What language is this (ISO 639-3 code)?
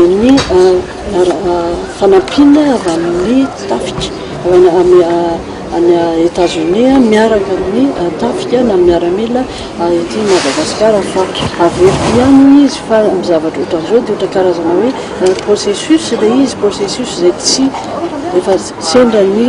mlg